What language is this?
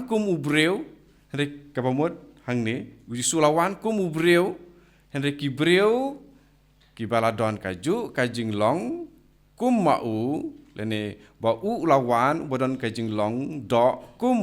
Khasi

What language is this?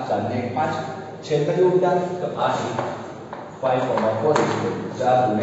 Gujarati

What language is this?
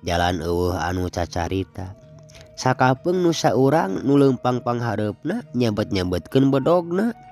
Sundanese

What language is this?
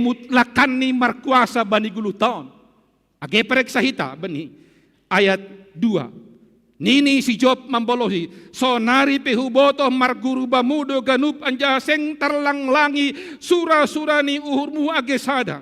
Batak Simalungun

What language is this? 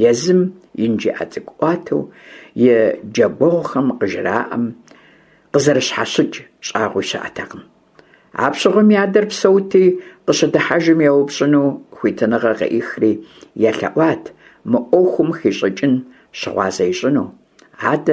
Kabardian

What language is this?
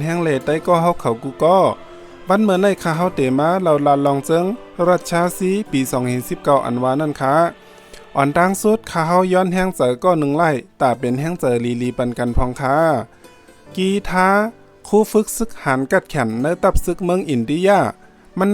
Shan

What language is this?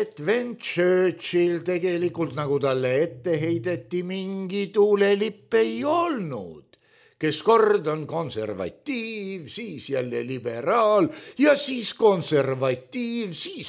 Estonian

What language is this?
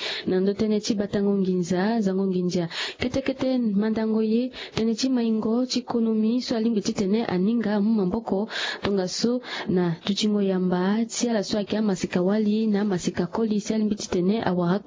Sango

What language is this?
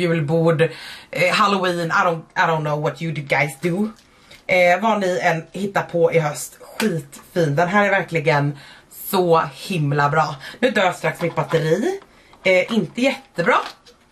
Swedish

